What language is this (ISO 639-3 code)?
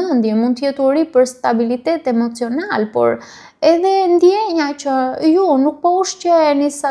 sqi